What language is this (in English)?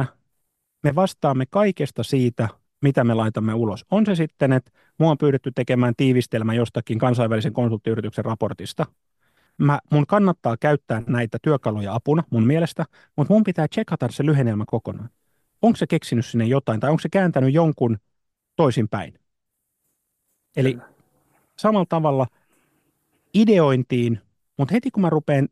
Finnish